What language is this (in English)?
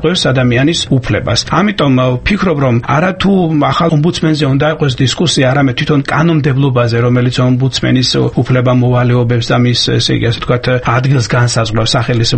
Georgian